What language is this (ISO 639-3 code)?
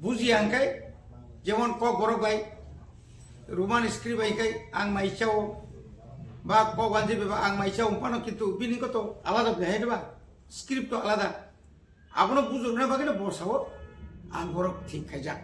trp